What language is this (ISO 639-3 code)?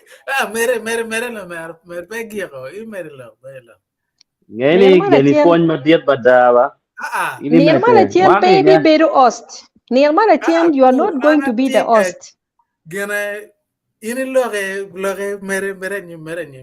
ach